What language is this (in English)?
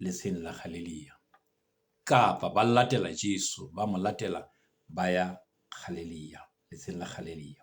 Southern Sotho